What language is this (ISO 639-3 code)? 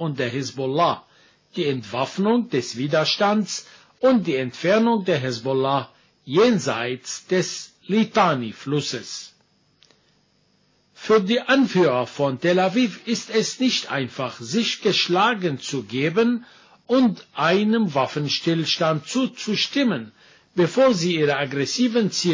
deu